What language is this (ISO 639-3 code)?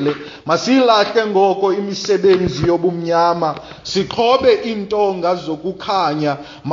xho